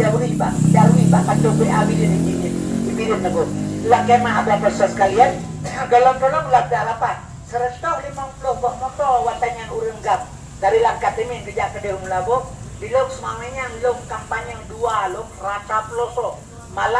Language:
Achinese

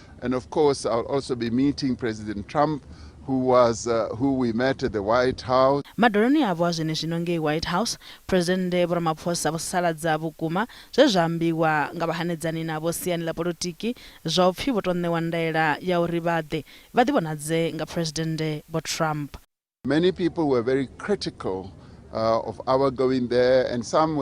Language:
Venda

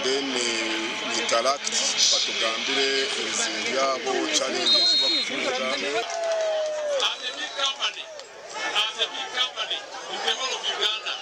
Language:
Nyankole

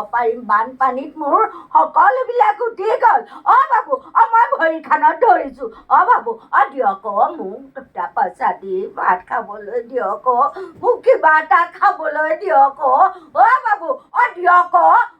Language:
Assamese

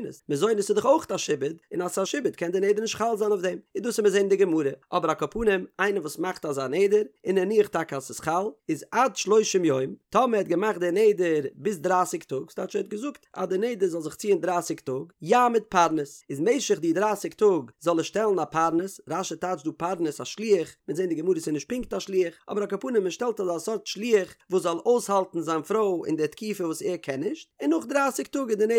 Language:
Yiddish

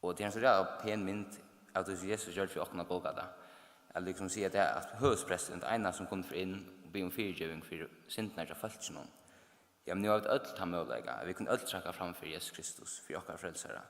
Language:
Faroese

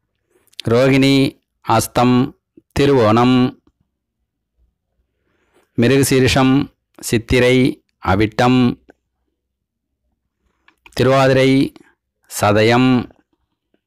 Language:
Tamil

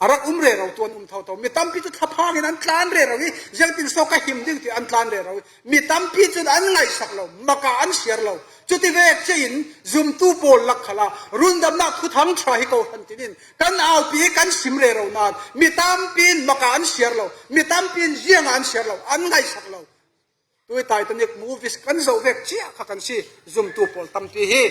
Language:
Falam Chin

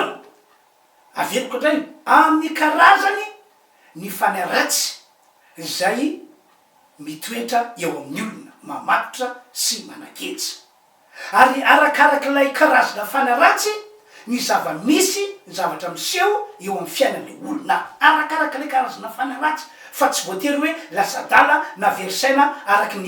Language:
Malagasy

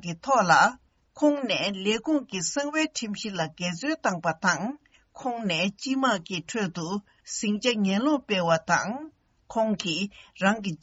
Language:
Tibetan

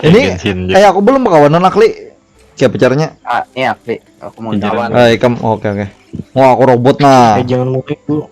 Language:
Banjar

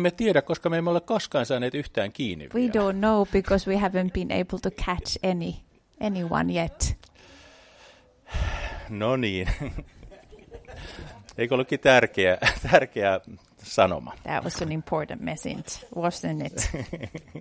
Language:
Finnish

